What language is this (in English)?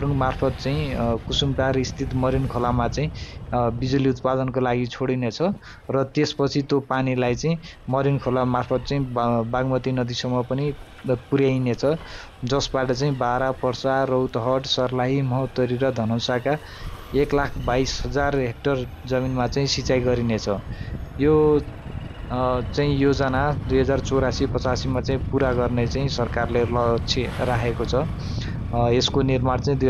Nepali